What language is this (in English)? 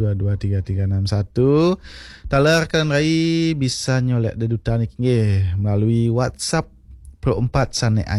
Balinese